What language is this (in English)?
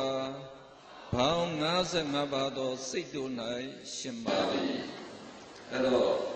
Burmese